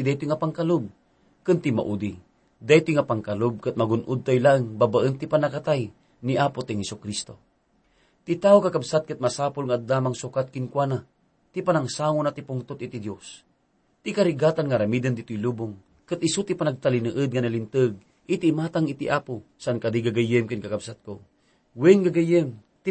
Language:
Iloko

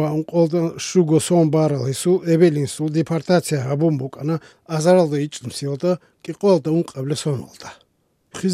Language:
Avaric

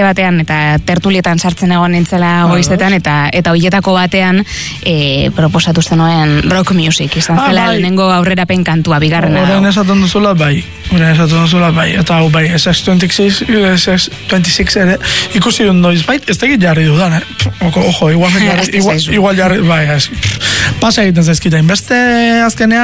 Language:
Basque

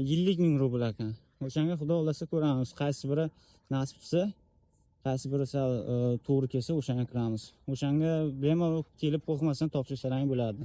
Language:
Uzbek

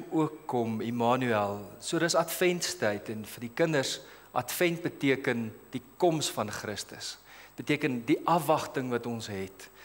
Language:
Afrikaans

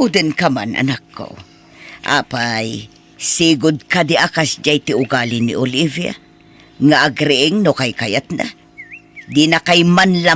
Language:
Iloko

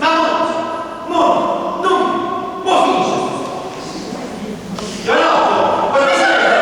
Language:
Neapolitan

